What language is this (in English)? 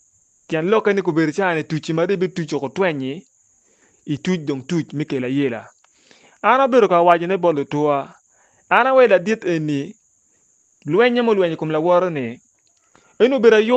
Acoli